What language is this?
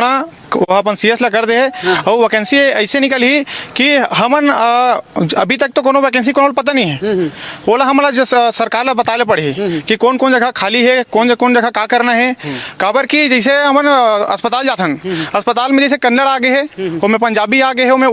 Chhattisgarhi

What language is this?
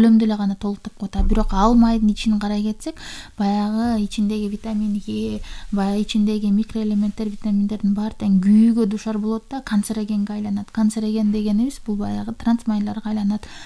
Kyrgyz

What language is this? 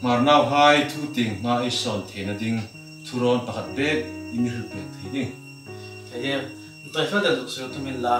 Hmar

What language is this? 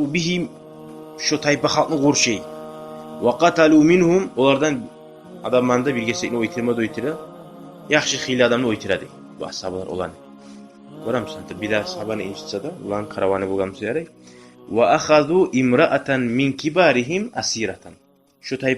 Kumyk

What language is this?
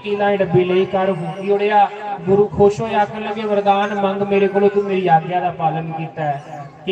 Dogri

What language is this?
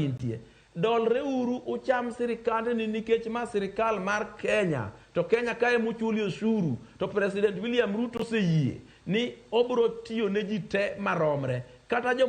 Luo (Kenya and Tanzania)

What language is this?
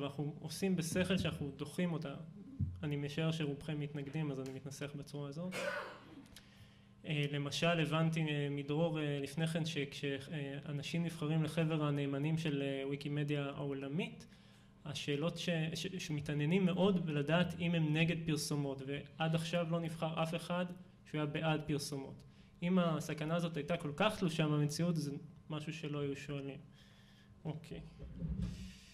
Hebrew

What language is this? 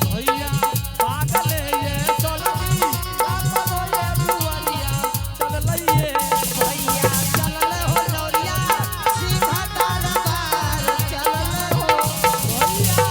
Angika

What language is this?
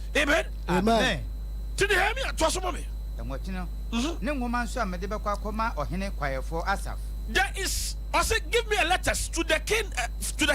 Akan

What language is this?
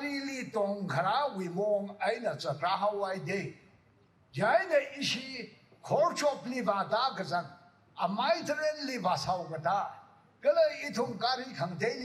Tangkhul Naga (India)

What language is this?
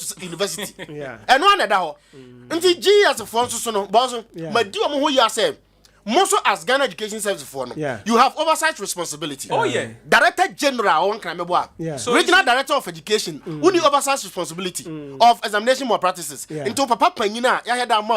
Akan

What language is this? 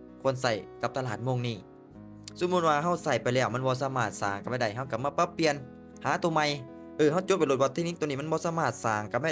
Lao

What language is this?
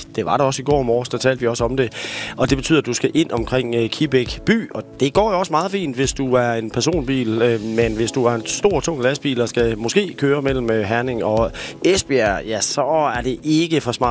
Danish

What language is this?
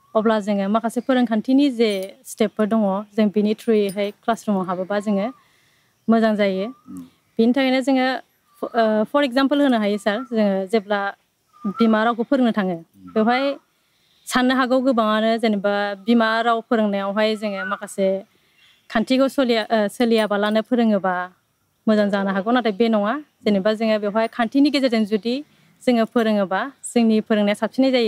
Bodo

